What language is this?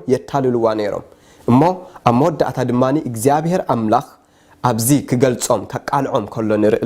Tigrinya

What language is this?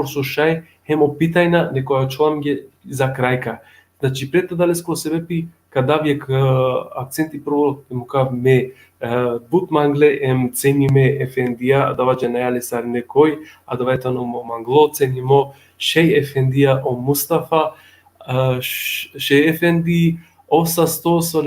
Balkan Romani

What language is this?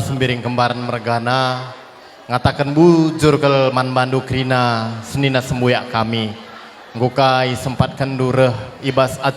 Batak Karo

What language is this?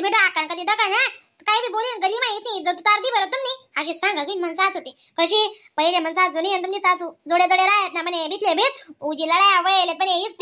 Khandesi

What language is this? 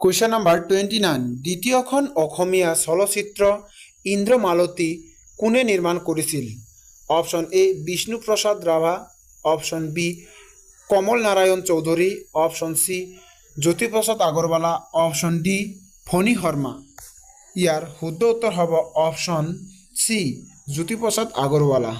Assamese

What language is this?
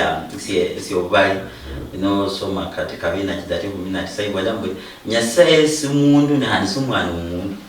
Luyia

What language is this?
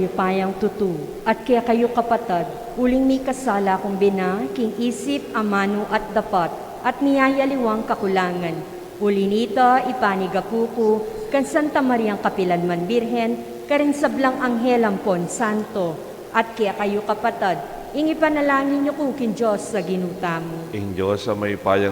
Pampanga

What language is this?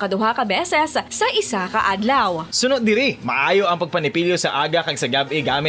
Hiligaynon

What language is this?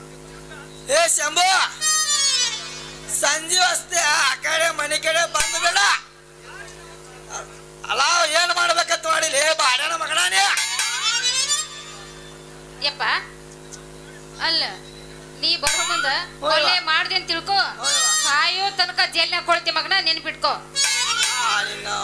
Kannada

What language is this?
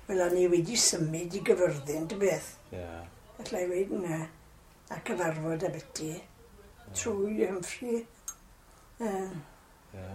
Welsh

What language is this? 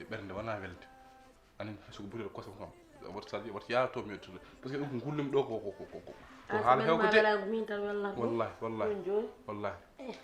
Fula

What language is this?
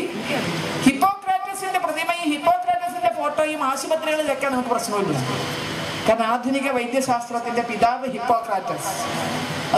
Malayalam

